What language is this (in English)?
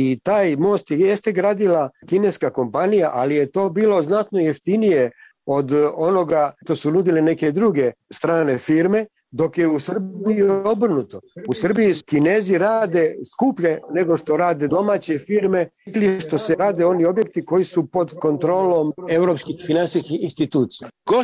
Serbian